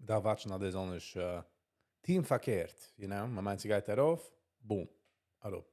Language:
Yiddish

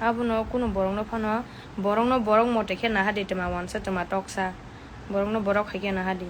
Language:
Kok Borok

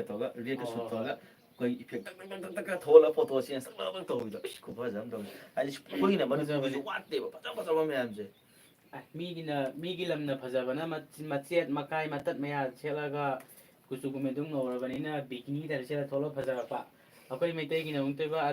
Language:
Manipuri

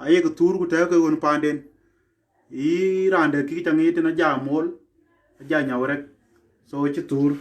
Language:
Dinka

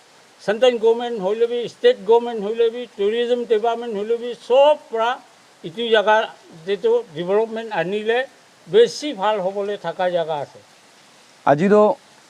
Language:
Naga Pidgin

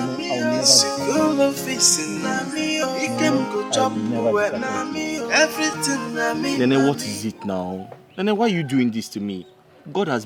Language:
Nigerian Pidgin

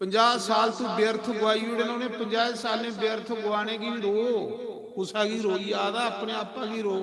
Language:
Dogri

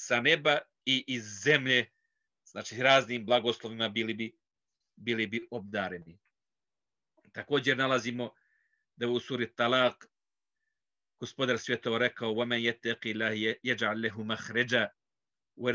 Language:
Bosnian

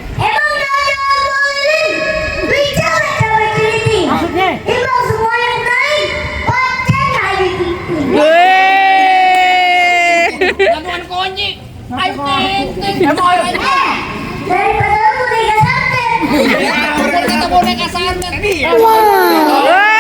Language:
Betawi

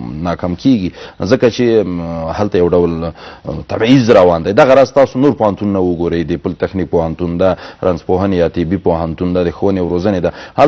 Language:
Pashto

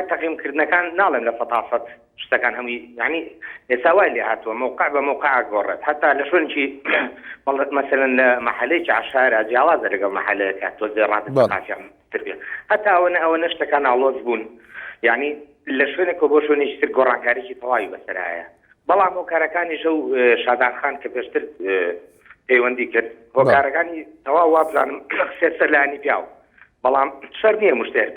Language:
Central Kurdish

